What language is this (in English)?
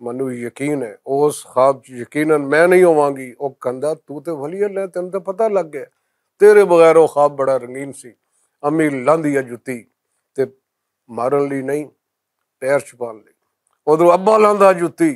Western Panjabi